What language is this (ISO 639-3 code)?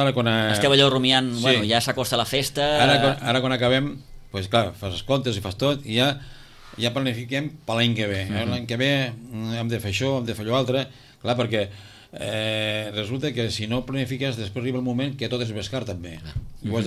cat